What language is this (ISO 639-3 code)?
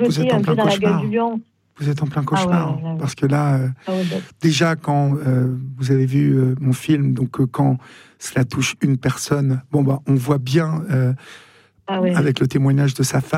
fra